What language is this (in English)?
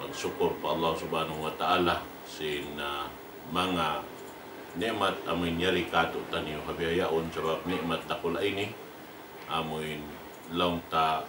Tausug